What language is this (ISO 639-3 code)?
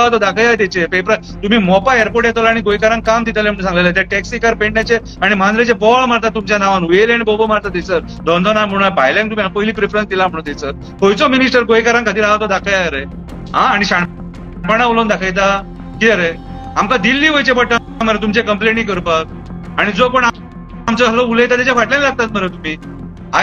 kok